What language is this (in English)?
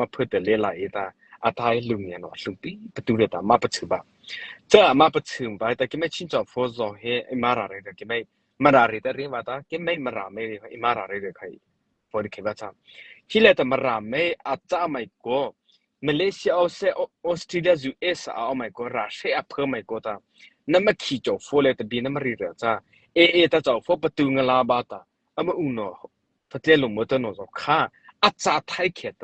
Mara Chin